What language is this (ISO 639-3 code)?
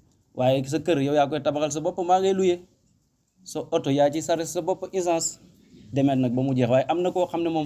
wol